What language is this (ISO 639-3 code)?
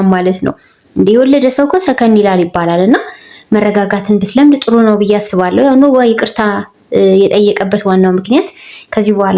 amh